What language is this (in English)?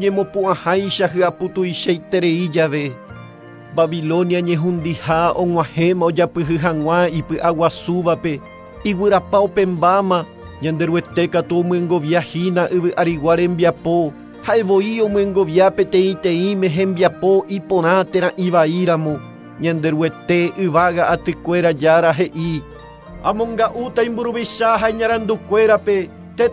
Guarani